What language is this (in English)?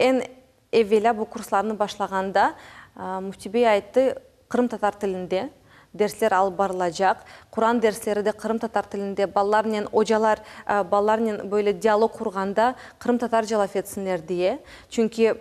Crimean Tatar